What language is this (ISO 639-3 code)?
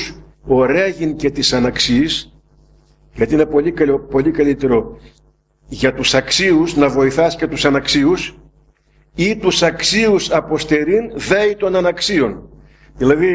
ell